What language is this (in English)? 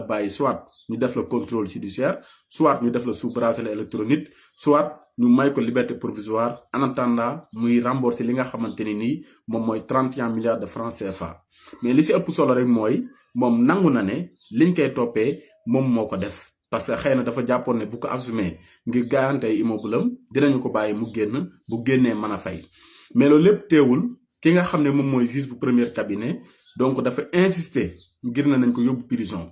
Wolof